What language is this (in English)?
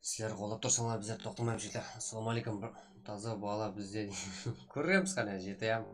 Kara-Kalpak